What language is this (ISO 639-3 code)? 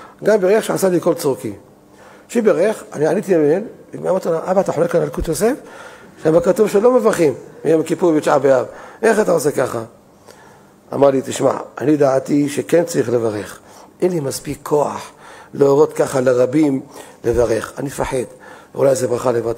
heb